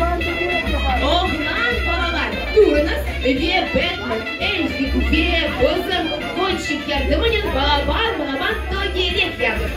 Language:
Crimean Tatar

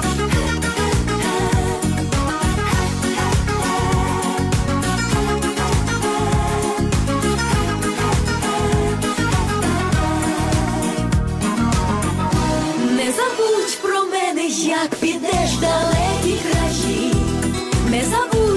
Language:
Ukrainian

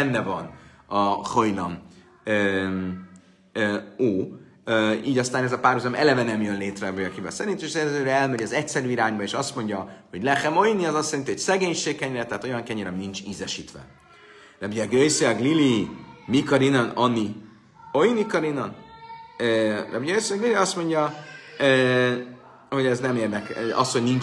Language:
Hungarian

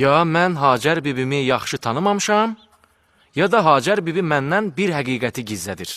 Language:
Azerbaijani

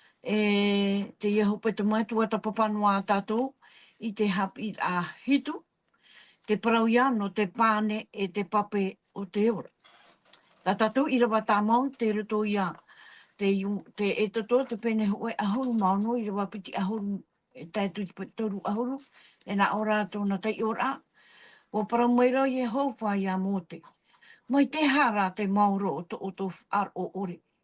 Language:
Tahitian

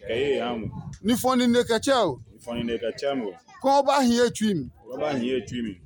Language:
Adangme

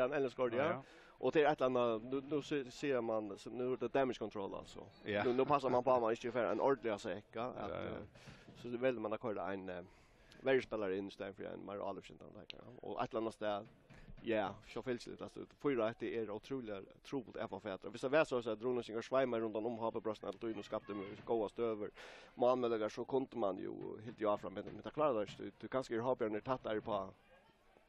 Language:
Faroese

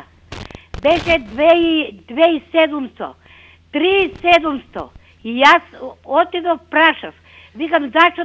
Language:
Macedonian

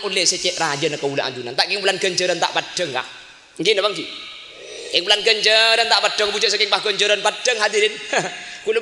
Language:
Madurese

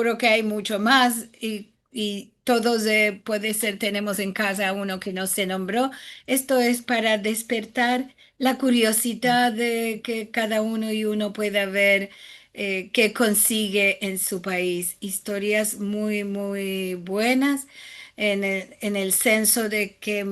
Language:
Ladino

